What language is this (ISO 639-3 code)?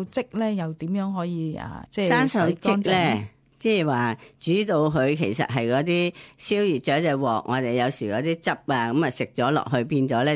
yue